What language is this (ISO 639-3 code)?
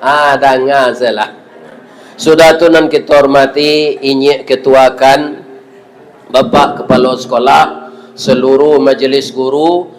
min